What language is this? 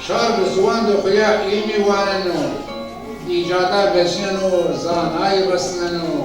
Zaza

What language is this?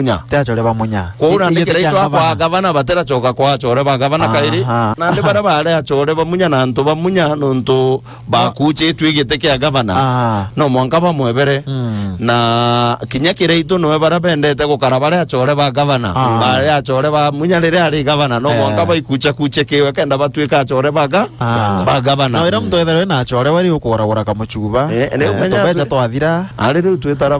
Meru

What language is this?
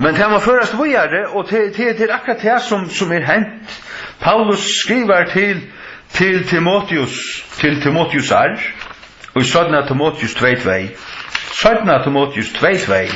Faroese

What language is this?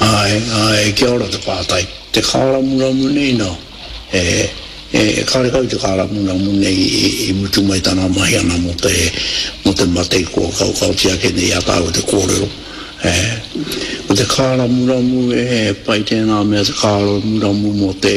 Māori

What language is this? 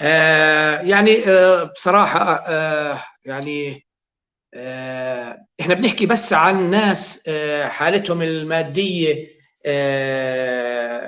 North Levantine Arabic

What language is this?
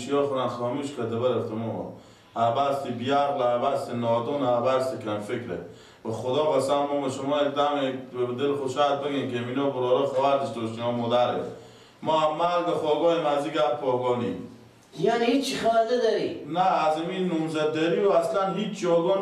Persian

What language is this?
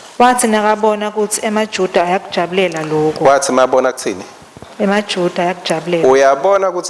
Swati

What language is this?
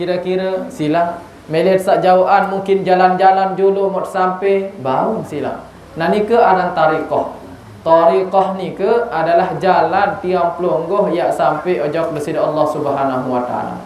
Sasak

